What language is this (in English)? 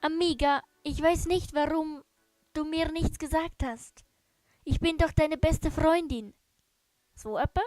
Swiss German